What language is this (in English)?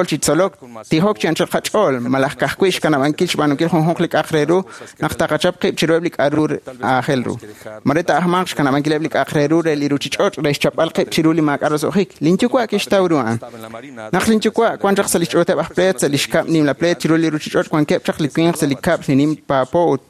Kekchí